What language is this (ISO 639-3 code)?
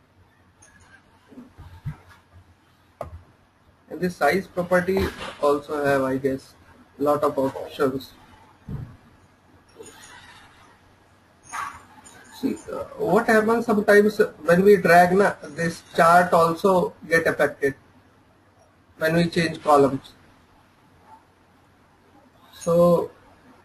eng